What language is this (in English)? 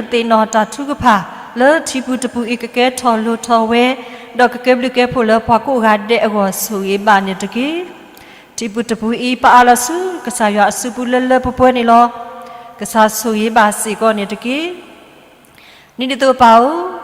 S'gaw Karen